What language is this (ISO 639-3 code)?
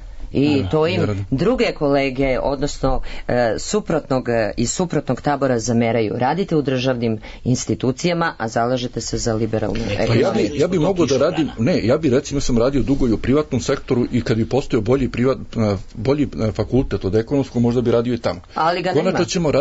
srp